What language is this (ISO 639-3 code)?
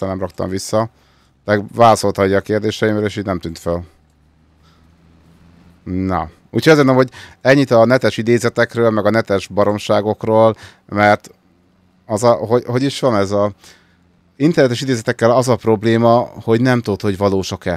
hun